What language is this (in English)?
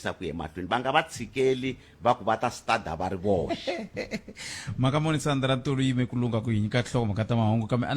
Tsonga